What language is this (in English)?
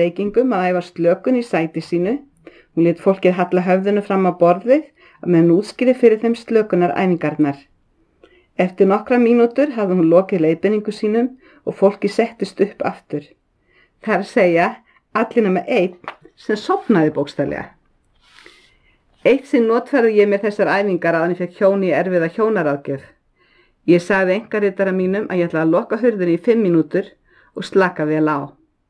Icelandic